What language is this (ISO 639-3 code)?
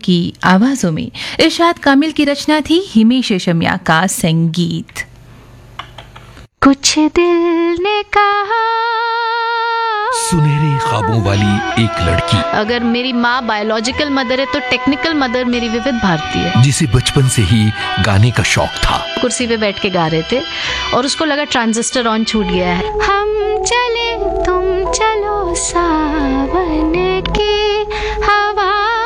hin